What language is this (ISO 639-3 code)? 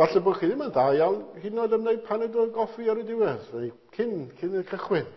cym